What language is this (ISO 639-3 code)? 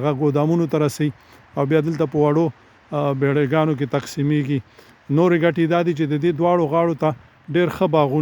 pus